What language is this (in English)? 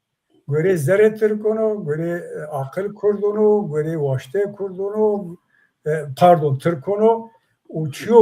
Zaza